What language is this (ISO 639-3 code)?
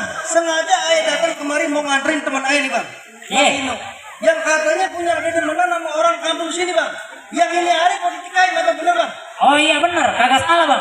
bew